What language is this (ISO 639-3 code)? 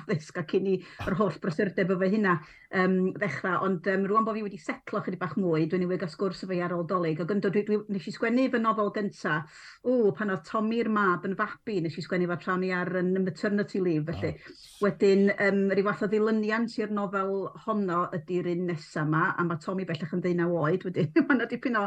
cym